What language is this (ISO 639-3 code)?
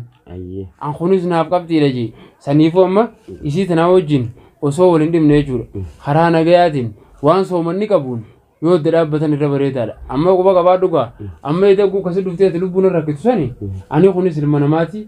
orm